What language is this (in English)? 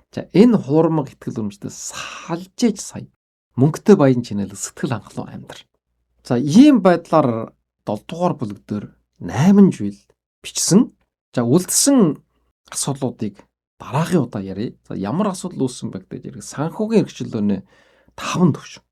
Mongolian